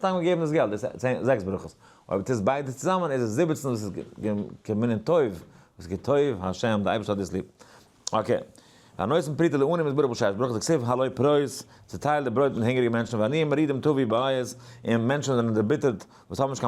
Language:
Yiddish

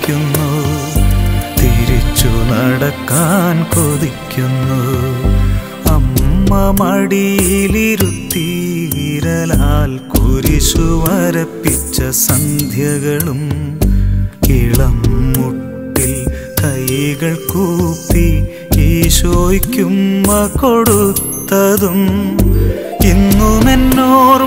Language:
Malayalam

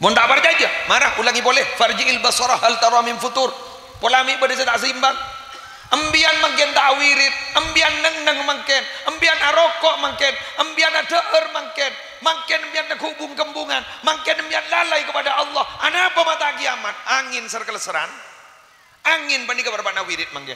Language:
Madurese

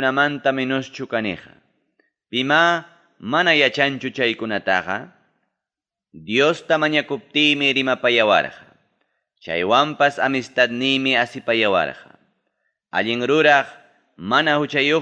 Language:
Ayacucho Quechua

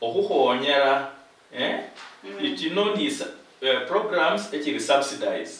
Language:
Luyia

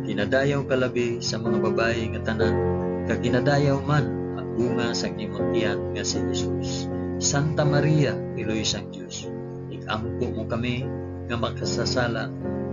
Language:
Hiligaynon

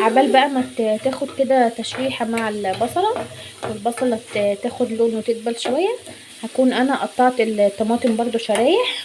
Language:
Egyptian Arabic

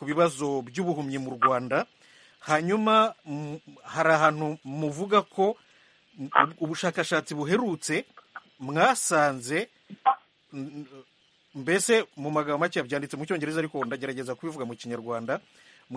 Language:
Kinyarwanda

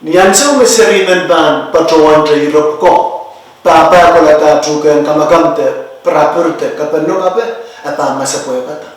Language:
Pohnpeian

